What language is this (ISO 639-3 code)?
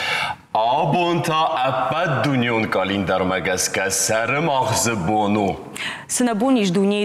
oss